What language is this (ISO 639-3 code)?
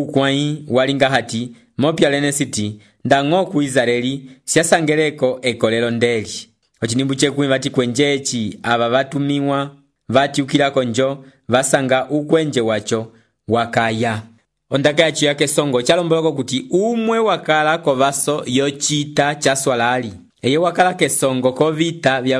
umb